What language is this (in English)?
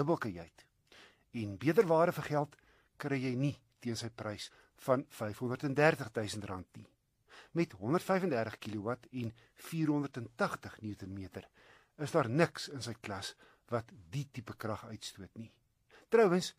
Afrikaans